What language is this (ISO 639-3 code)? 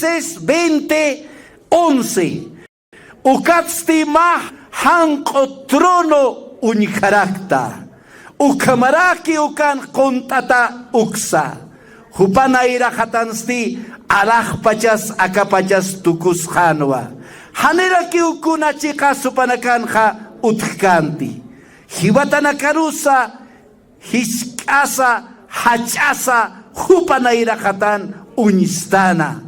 aym